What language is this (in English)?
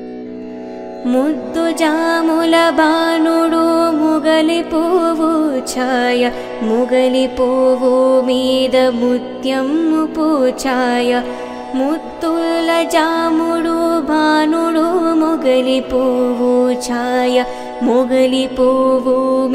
Telugu